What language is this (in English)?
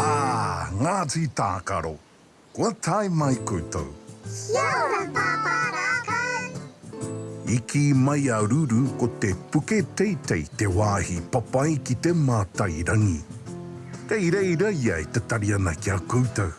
Māori